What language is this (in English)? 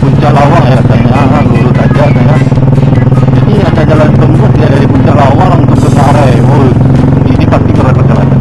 Minangkabau